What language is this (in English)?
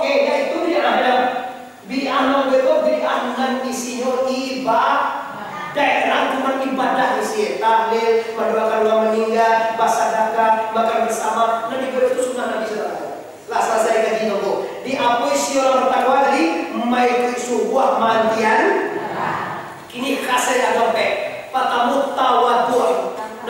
Minangkabau